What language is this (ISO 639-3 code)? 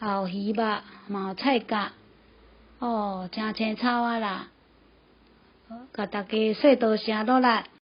nan